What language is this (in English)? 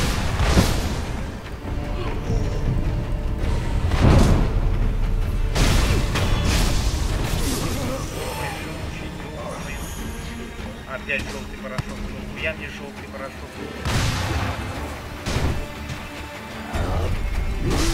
Russian